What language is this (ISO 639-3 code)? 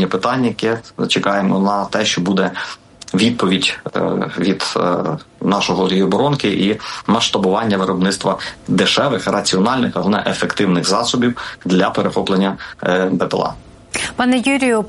ukr